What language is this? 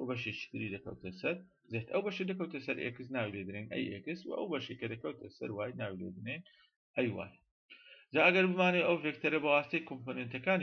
Central Kurdish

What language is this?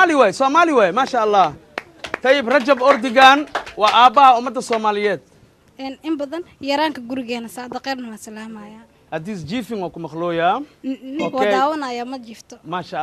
Somali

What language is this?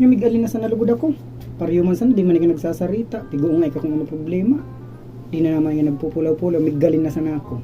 Bikol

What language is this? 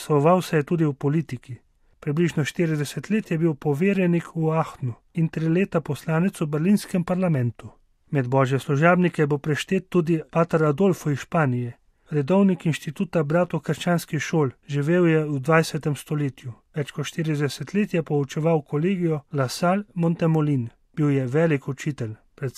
Slovenian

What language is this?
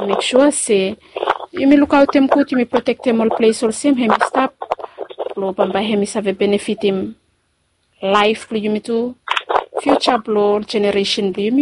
Bislama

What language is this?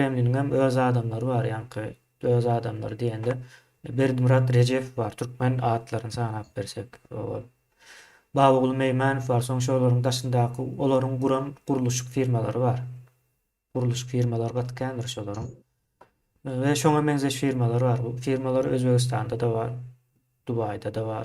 Turkmen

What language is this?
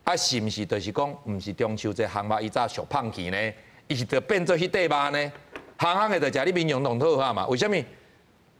Min Nan Chinese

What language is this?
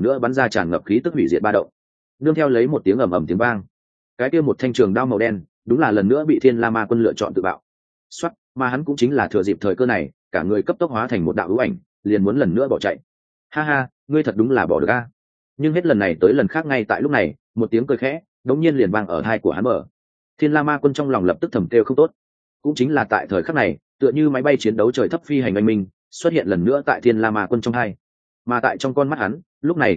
Vietnamese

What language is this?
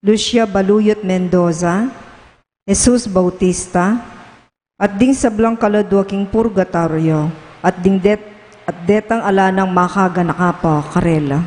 Pampanga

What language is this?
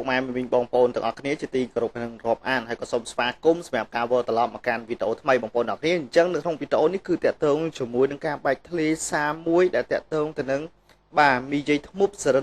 Khmer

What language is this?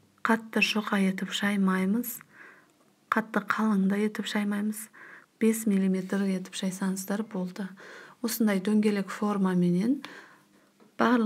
Kazakh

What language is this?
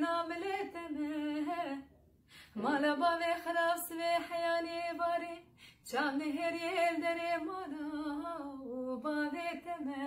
Zaza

